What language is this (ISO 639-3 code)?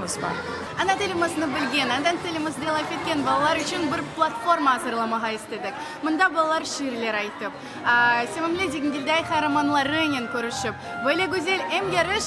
crh